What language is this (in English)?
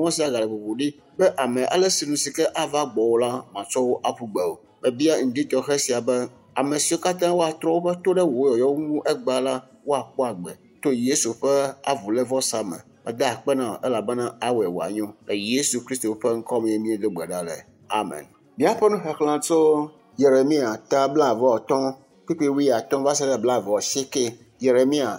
Ewe